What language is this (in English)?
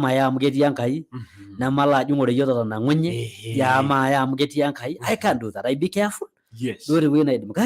Masai